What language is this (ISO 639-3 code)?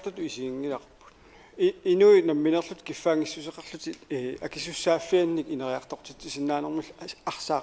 kal